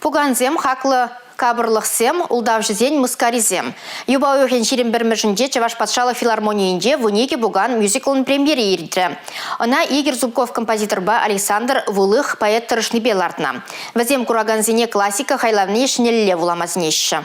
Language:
Chuvash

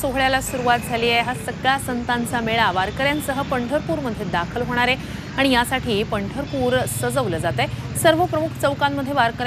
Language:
Marathi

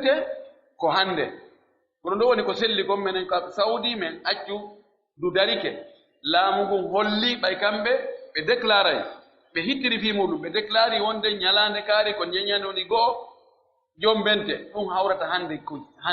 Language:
Pular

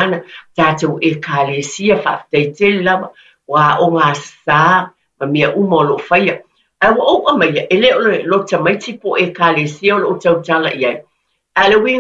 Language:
Samoan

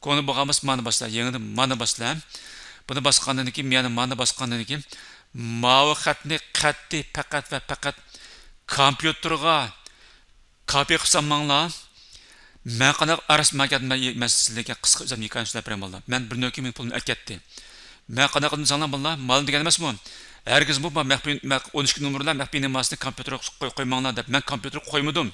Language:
Uyghur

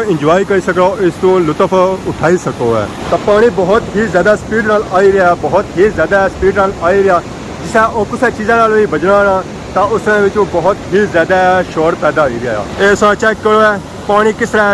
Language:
Pahari-Potwari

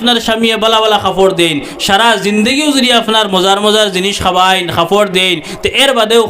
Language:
Sylheti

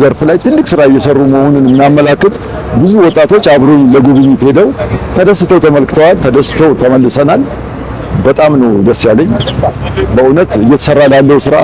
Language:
Amharic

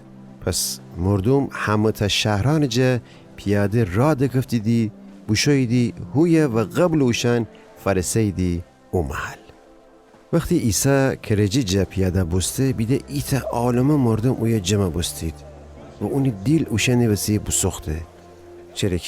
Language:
Gilaki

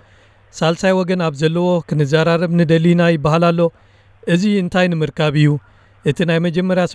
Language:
Tigrinya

